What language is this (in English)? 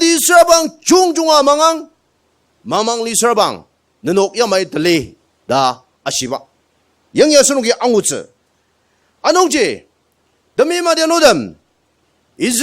Ao Naga